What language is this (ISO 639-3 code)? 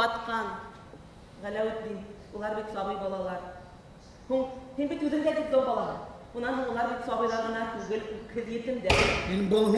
bak